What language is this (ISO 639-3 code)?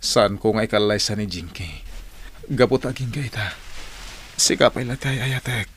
ilo